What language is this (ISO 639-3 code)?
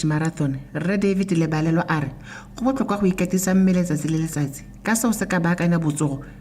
tsn